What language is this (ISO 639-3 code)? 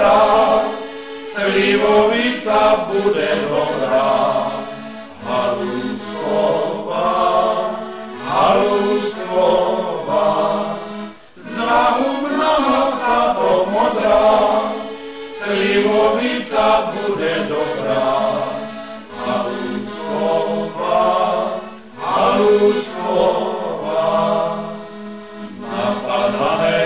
slk